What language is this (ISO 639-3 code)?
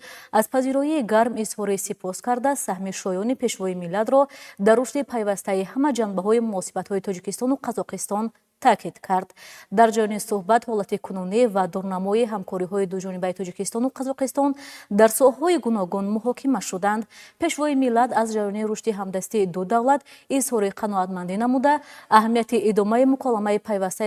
tgk